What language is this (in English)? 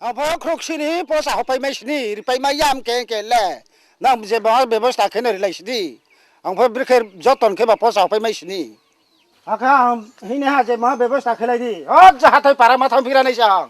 Riang (India)